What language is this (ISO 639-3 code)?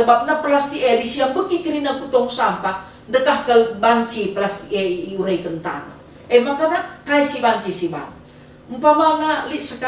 btx